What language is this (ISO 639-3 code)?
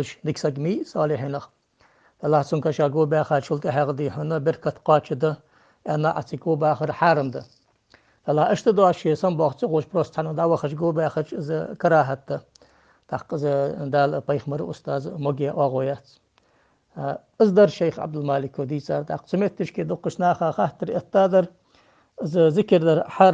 inh